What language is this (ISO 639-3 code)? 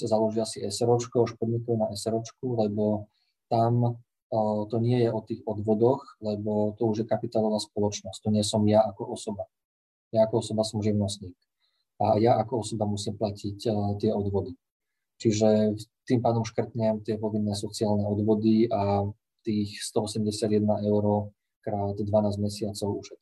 slk